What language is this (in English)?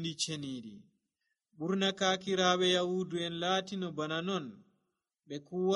Nigerian Fulfulde